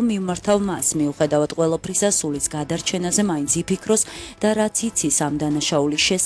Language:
Georgian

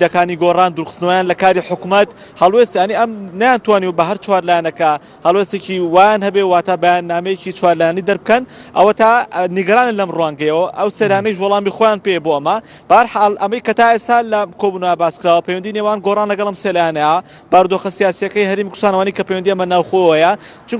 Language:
Central Kurdish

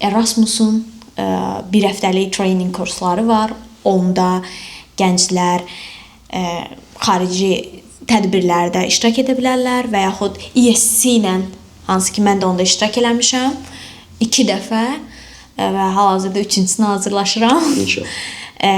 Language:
Azerbaijani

